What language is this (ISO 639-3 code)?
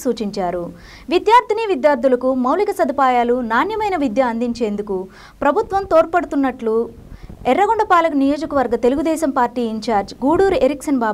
tel